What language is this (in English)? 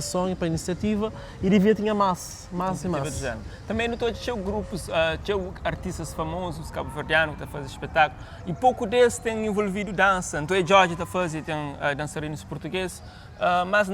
Kabuverdianu